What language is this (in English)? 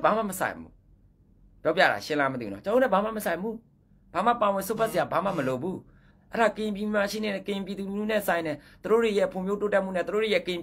Burmese